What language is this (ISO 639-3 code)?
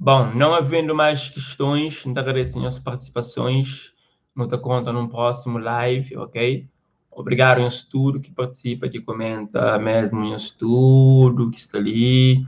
kea